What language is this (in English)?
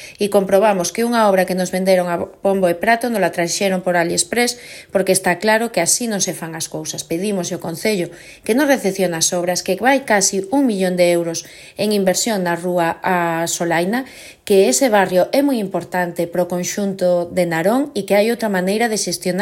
Galician